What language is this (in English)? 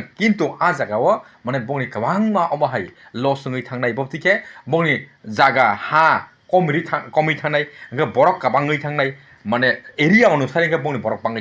Kok Borok